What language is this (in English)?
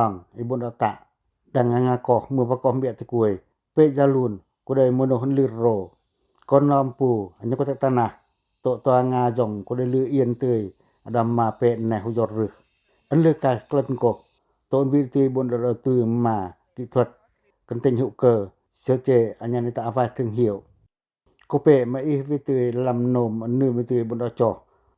Pacoh